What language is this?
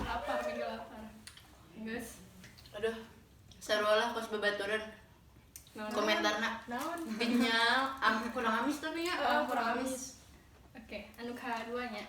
Sundanese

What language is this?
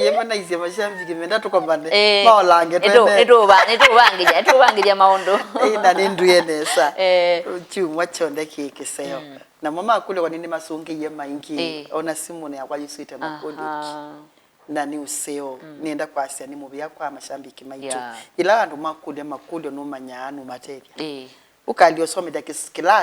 Kamba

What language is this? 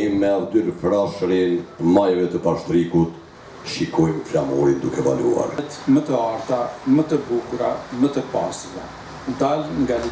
Albanian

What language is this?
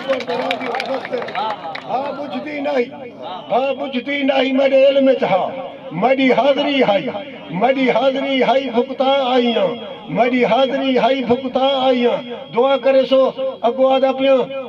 Saraiki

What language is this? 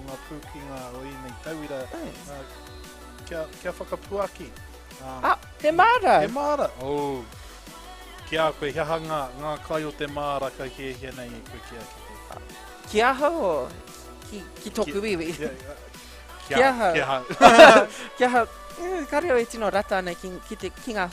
Māori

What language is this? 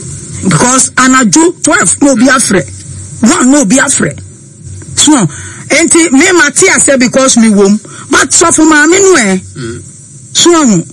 Akan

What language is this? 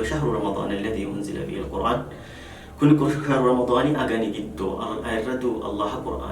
Sidamo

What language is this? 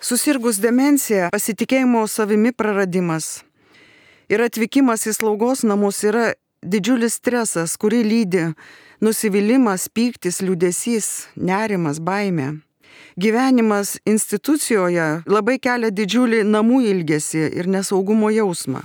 Lithuanian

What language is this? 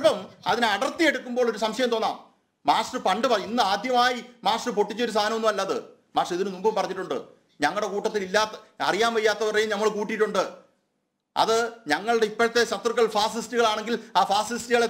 Malayalam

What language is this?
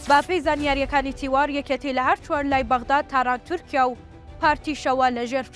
Central Kurdish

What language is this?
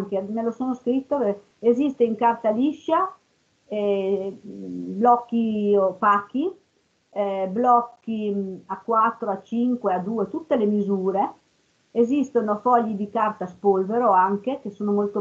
Italian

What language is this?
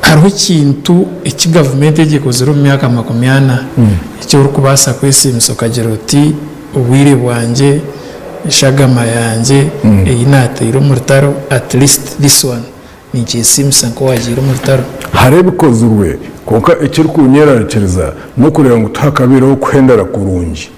Nyankole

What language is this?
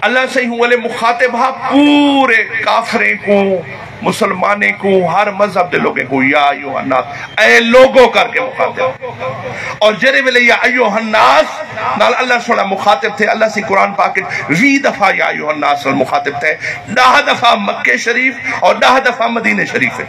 Saraiki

